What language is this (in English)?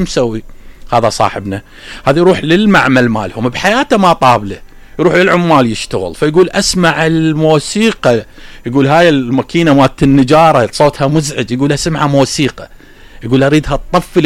Mesopotamian Arabic